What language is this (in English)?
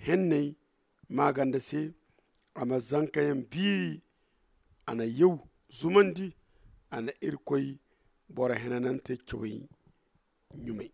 Zarma